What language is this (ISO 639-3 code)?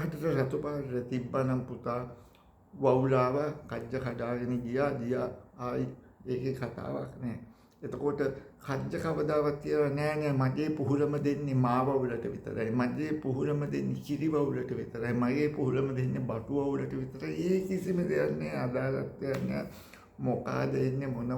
sin